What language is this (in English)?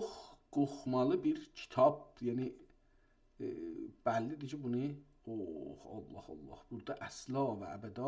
South Azerbaijani